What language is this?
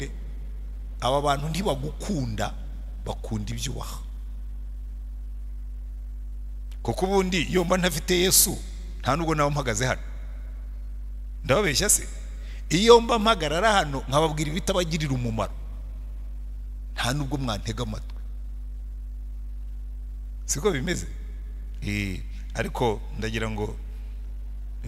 Kinyarwanda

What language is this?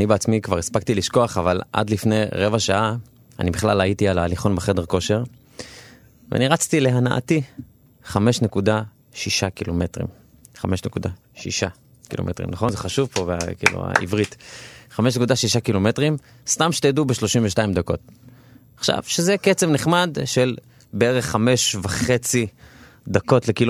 Hebrew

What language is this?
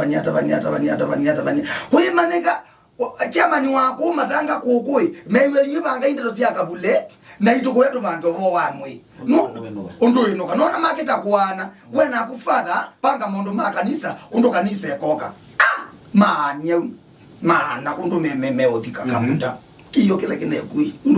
Kamba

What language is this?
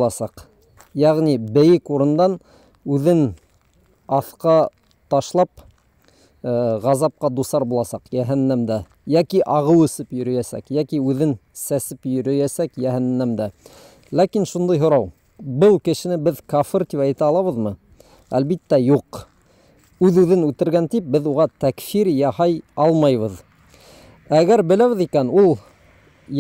Bashkir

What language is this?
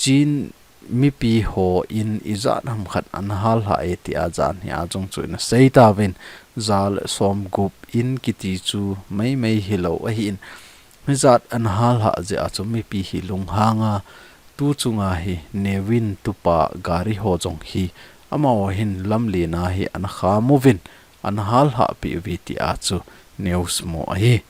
Thado Chin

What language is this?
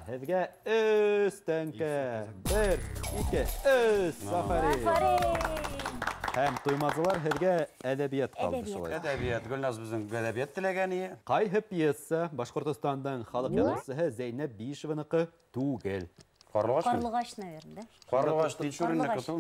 Bashkir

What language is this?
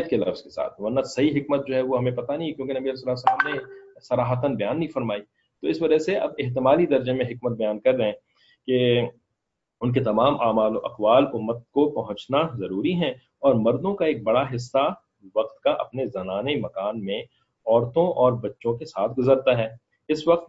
Urdu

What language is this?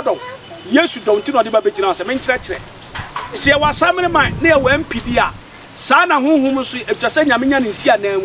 Akan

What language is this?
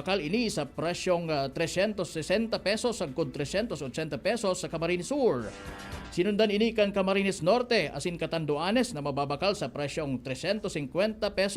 Bikol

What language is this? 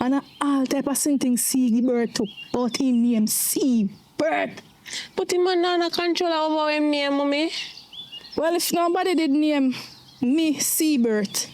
Jamaican Creole English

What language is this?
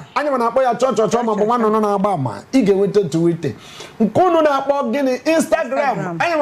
Igbo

